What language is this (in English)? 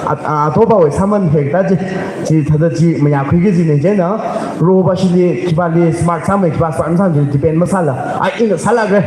Tangkhul Naga (India)